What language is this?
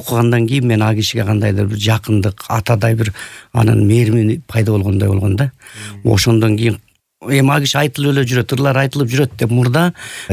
Kyrgyz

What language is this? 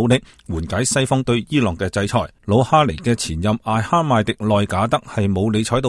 Cantonese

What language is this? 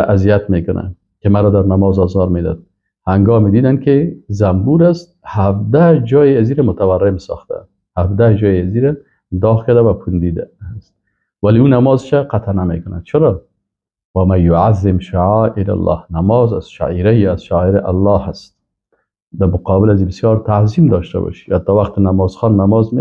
Persian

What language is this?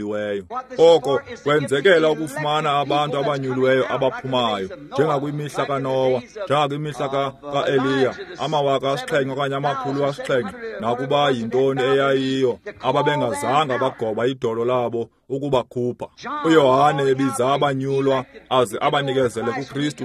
Xhosa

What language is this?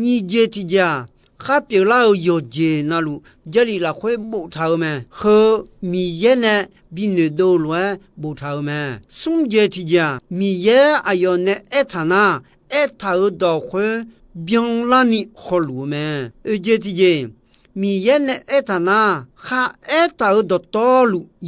Akha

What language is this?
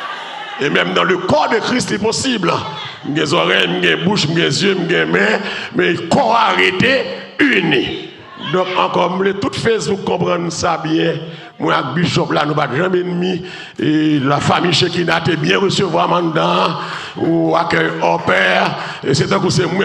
Haitian Creole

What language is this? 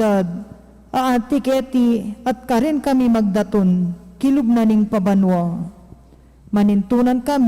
Pampanga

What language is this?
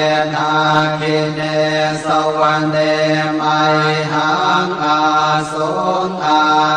Pali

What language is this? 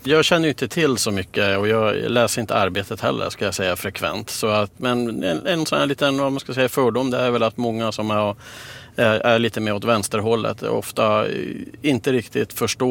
Swedish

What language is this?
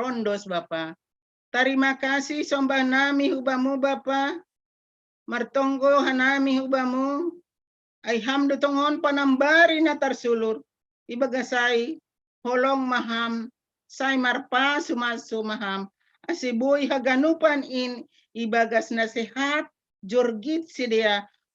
Batak Simalungun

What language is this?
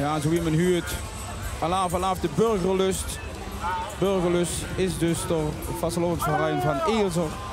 Limburgish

